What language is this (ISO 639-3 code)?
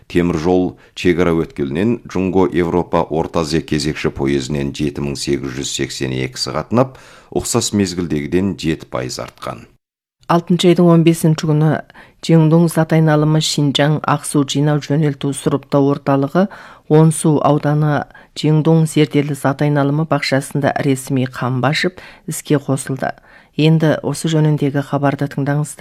kaz